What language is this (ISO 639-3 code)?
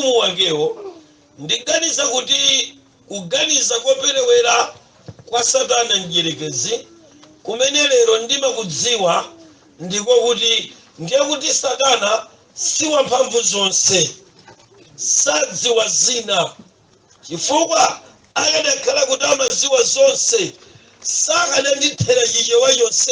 nya